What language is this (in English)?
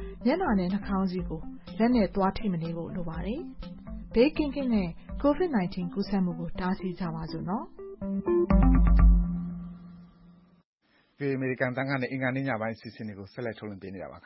Burmese